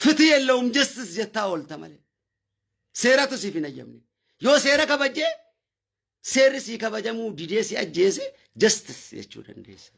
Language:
Oromo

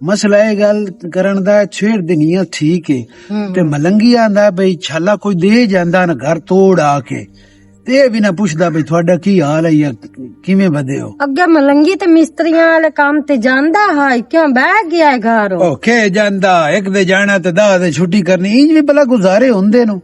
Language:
Western Panjabi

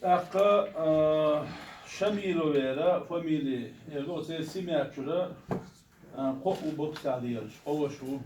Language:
Chechen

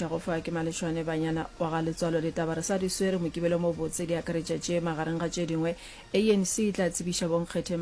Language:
Northern Sotho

